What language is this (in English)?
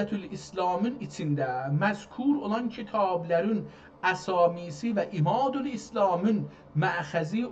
South Azerbaijani